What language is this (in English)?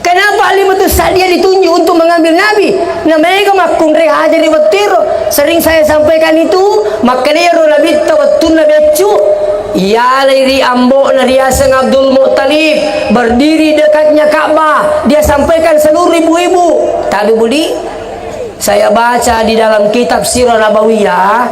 Buginese